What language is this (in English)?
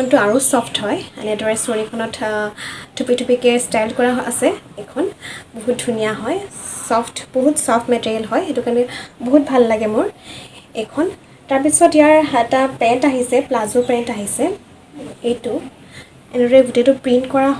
Assamese